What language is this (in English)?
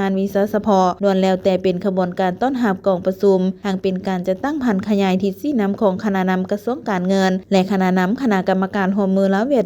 Lao